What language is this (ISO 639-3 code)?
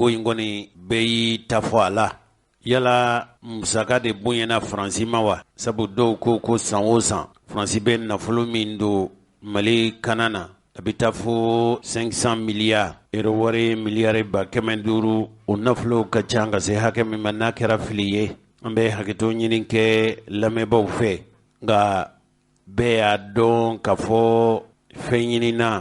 bam